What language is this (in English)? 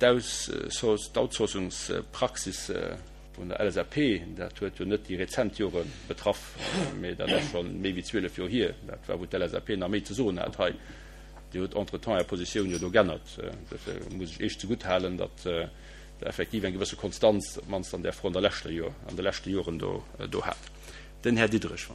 Luxembourgish